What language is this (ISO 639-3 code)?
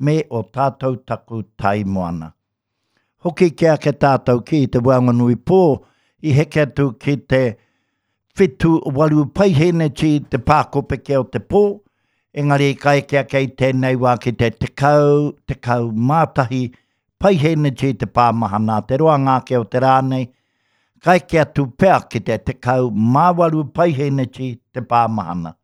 mri